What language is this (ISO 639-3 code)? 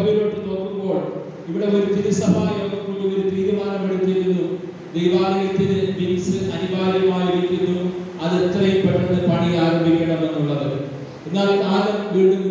mal